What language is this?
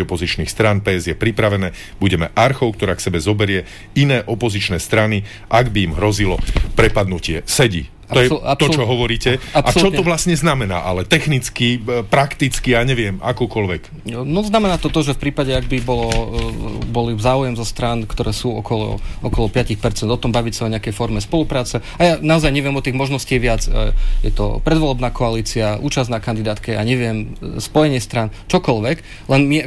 Slovak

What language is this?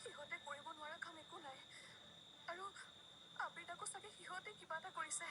Assamese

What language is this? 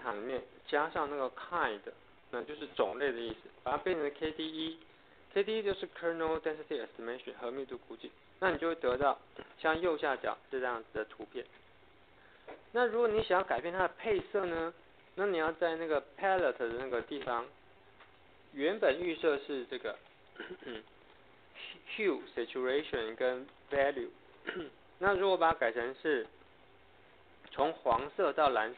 Chinese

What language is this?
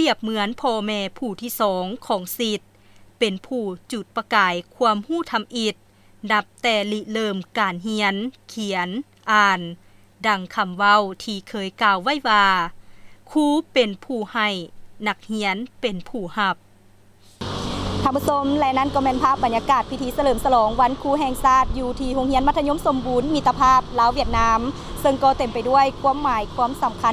Lao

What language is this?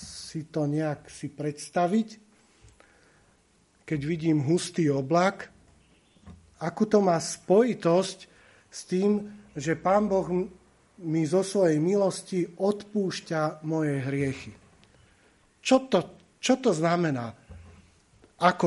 Slovak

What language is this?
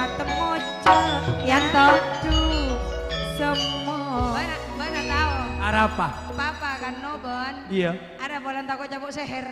Madurese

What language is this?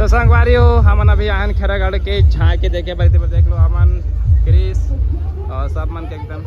Chhattisgarhi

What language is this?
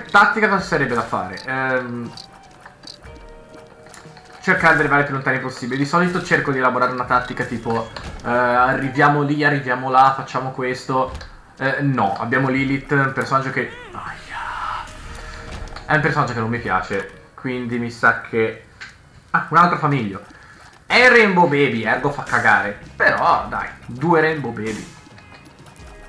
Italian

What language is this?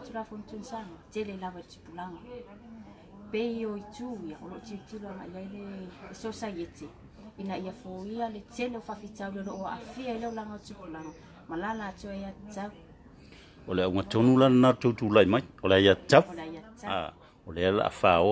Samoan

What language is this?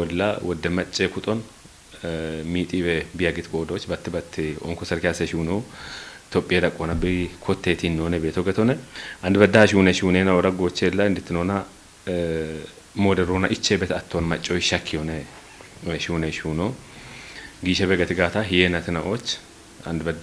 Kafa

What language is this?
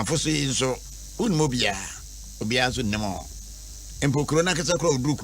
Akan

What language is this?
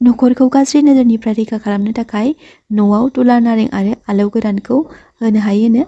Bodo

